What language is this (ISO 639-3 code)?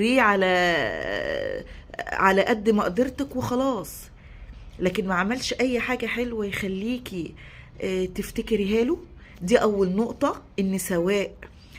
arz